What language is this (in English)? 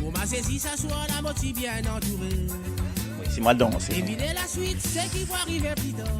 Morisyen